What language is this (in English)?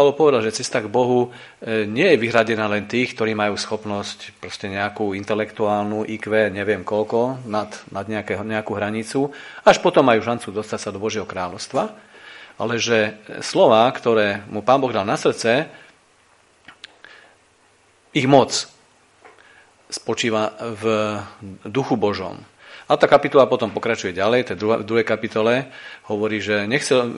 Slovak